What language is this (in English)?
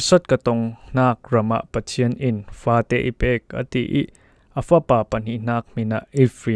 Falam Chin